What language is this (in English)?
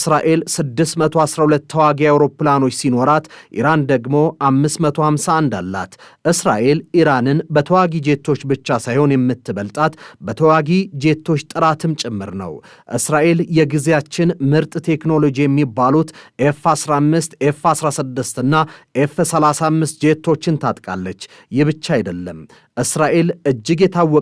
Amharic